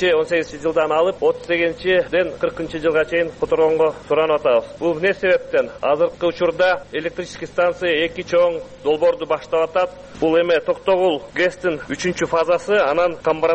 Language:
Kyrgyz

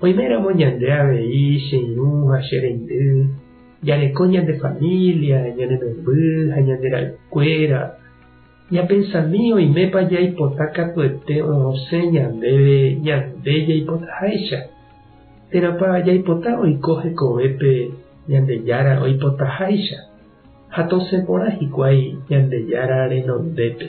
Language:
Guarani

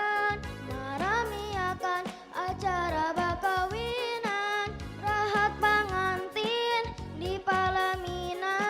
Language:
Banjar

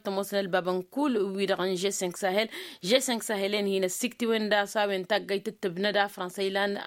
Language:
Tamasheq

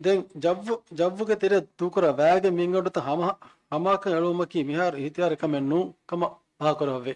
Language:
Divehi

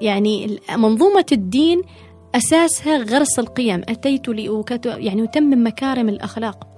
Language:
Gulf Arabic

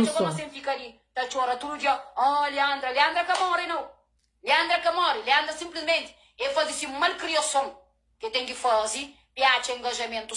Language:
Kabuverdianu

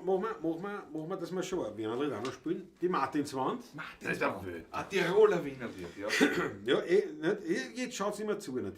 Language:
Bavarian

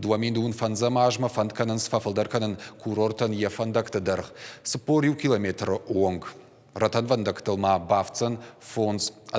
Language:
Ossetic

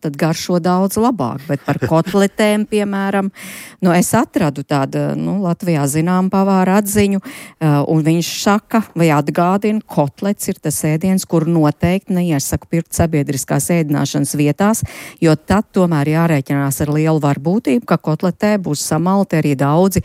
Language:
Latvian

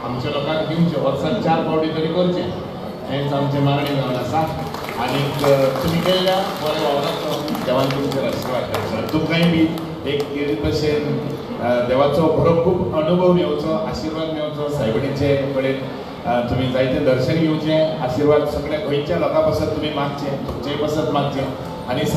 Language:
Konkani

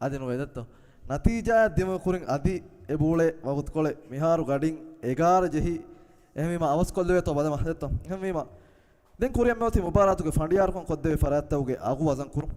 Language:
Divehi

